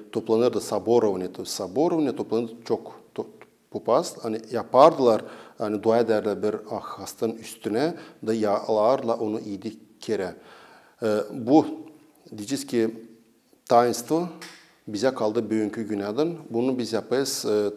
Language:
Gagauz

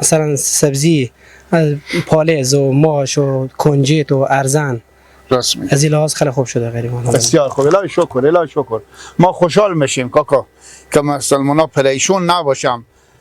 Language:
Persian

